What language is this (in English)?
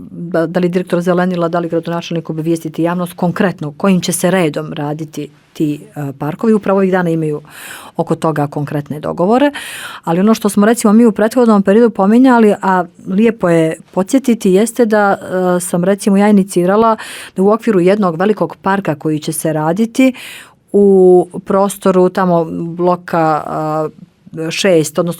Bosnian